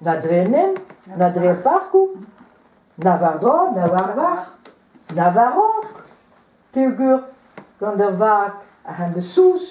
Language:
Breton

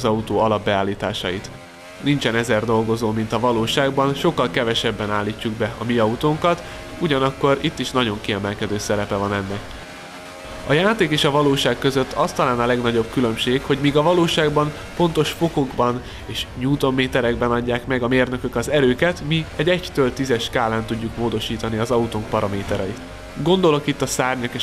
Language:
Hungarian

